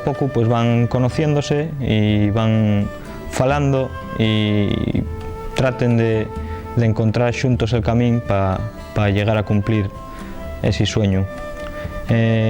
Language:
Asturian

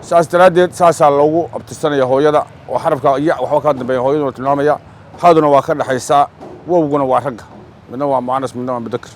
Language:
Somali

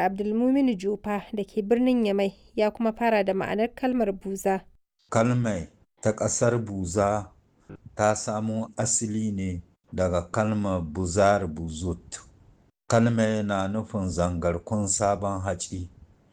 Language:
Hausa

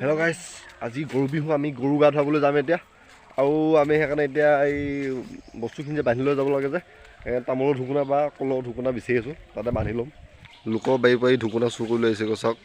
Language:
Assamese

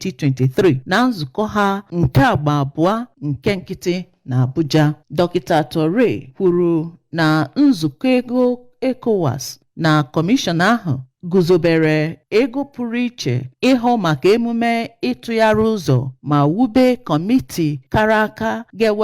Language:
Igbo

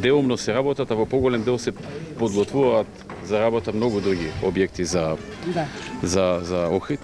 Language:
Macedonian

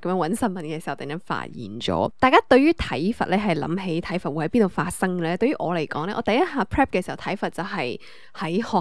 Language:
Cantonese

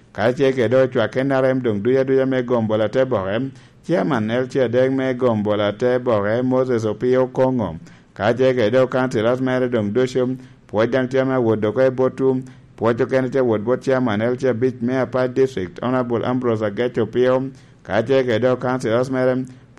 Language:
Lango (Uganda)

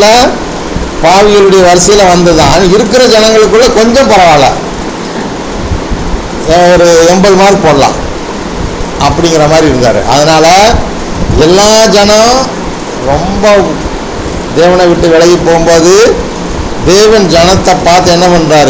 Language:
Tamil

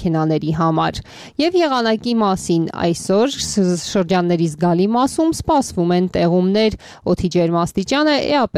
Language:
Armenian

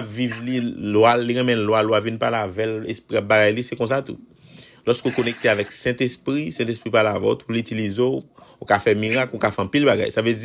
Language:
Haitian Creole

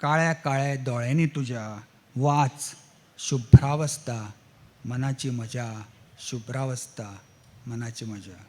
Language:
Konkani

